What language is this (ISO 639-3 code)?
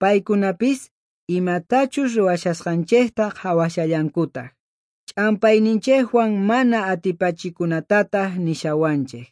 quh